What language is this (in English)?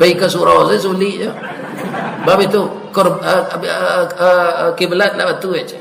Minangkabau